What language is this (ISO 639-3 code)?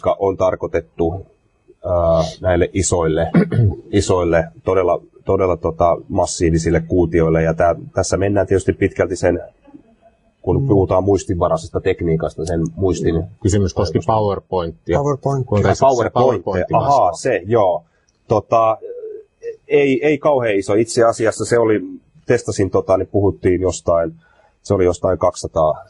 fin